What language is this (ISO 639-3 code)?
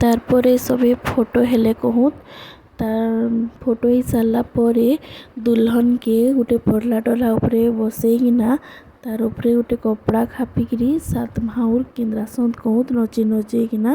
spv